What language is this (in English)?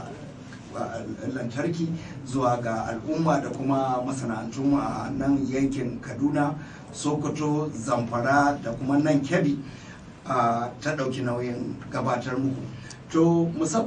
Hausa